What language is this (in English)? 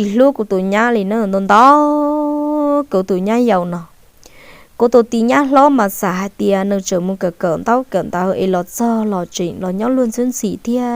Hmong